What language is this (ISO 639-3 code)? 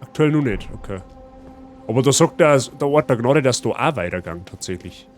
bar